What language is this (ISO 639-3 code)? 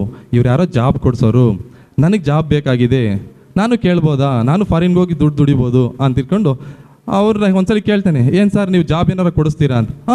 kan